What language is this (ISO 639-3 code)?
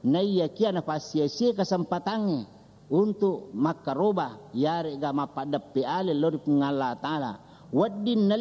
bug